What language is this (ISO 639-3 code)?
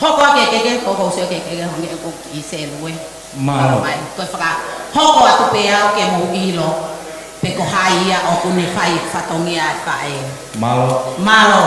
ton